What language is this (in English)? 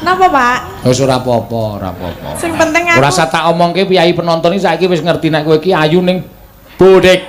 Javanese